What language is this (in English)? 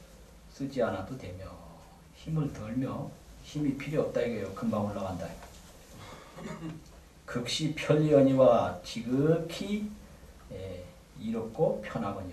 Korean